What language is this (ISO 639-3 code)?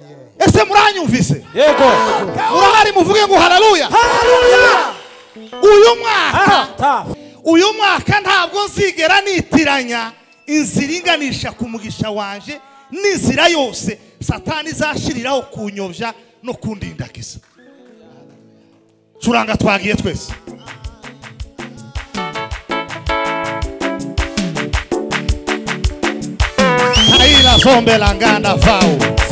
kin